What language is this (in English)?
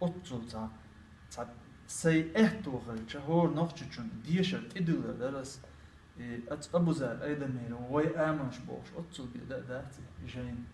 Chechen